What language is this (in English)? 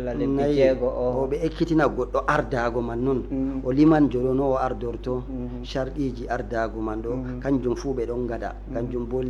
Fula